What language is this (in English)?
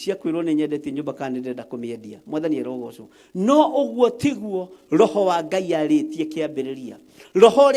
Kikuyu